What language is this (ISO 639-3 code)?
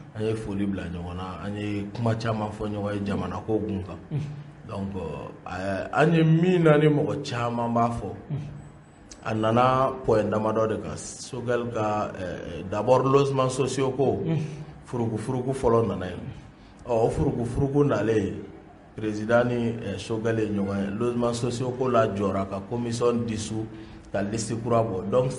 bam